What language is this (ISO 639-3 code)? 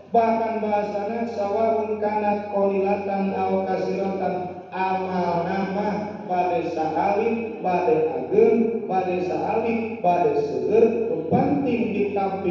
sun